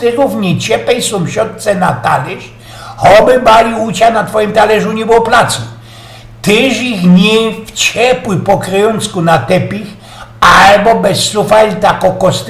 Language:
Silesian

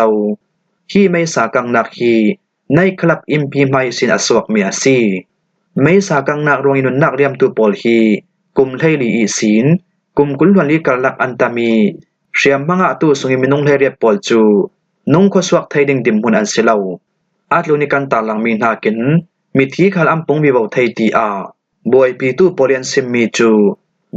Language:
Falam Chin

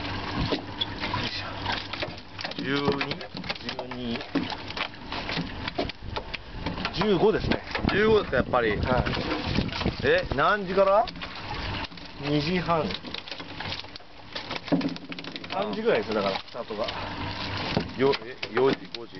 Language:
Japanese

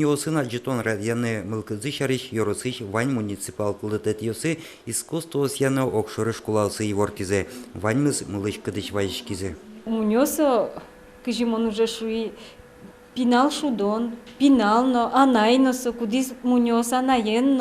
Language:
Udmurt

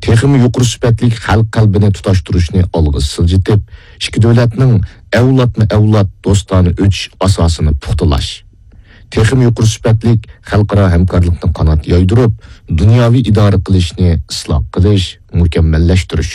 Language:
Uyghur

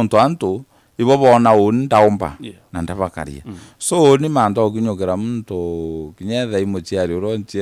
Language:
Meru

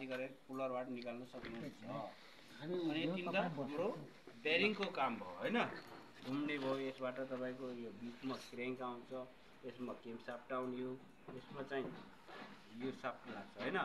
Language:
Nepali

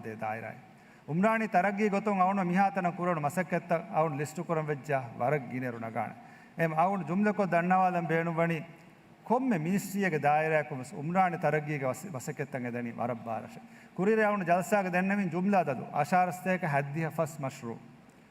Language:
Divehi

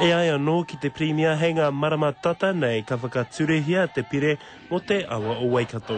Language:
Māori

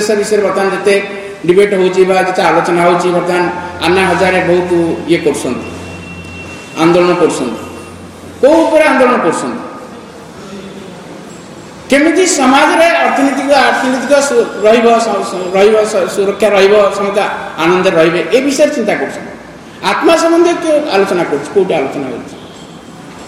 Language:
Odia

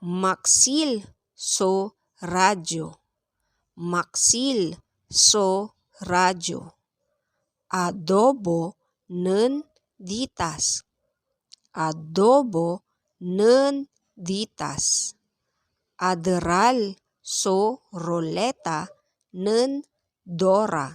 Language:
Pangasinan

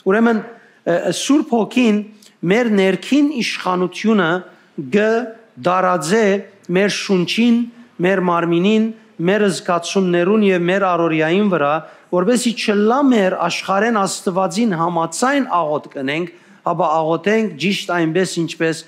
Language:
Western Armenian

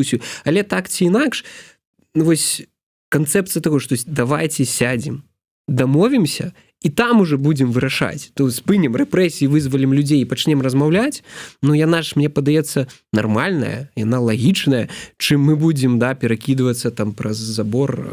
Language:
Belarusian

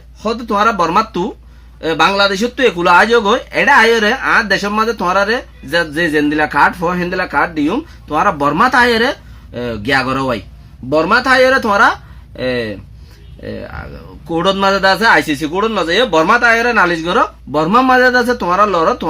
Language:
Rohingya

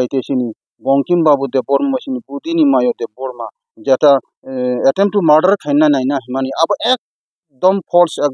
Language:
Kok Borok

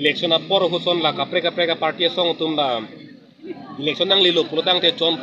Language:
Karbi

